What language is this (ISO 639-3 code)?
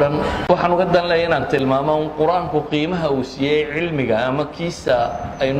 som